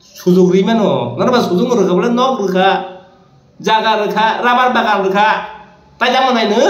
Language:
Kok Borok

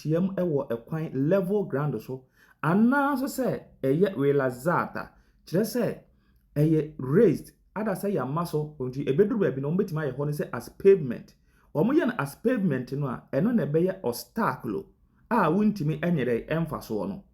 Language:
Akan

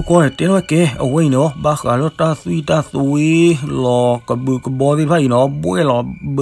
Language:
S'gaw Karen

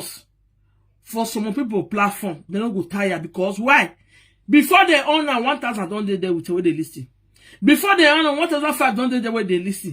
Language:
Nigerian Pidgin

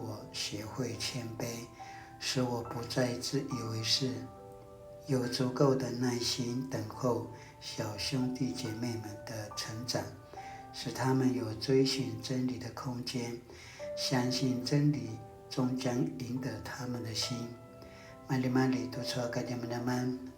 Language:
Paiwan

